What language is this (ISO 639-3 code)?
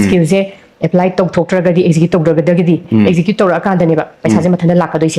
mni